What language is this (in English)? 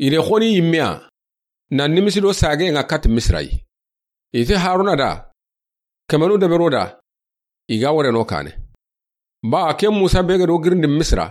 Soninke